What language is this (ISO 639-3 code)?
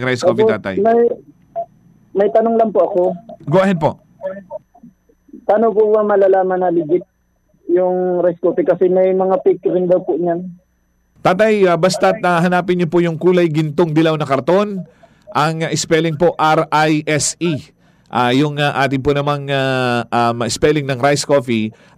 fil